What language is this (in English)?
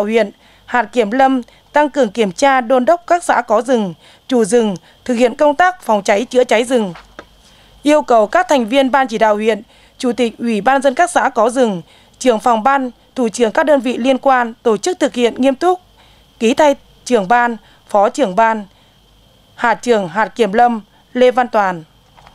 Vietnamese